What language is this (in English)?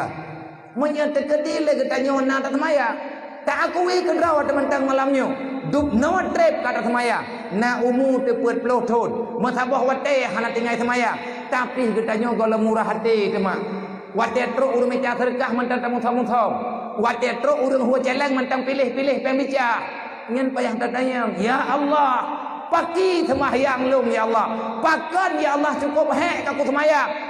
Achinese